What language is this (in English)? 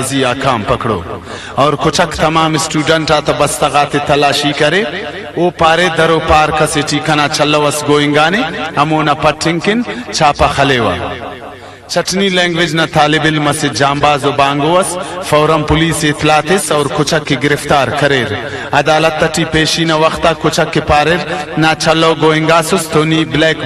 Brahui